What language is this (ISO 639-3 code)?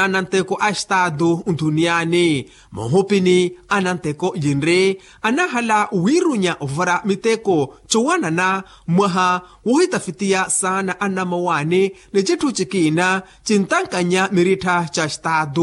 vmw